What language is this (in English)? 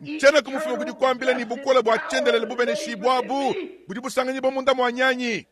Luba-Lulua